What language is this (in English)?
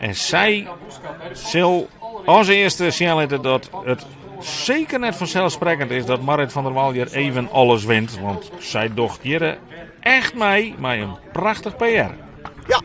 Western Frisian